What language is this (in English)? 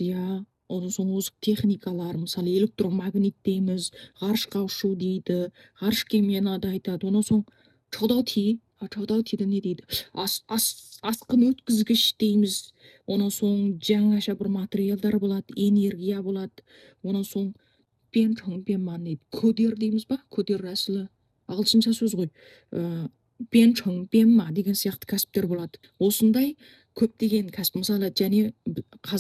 Kazakh